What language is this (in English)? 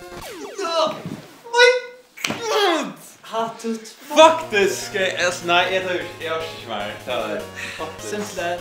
Faroese